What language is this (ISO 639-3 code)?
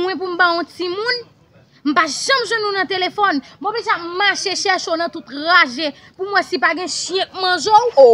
hat